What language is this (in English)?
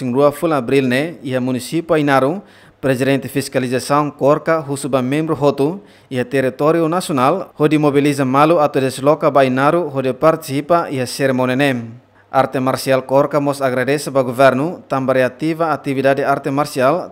Tetum